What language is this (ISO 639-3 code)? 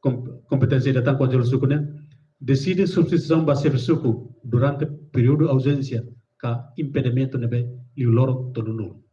tet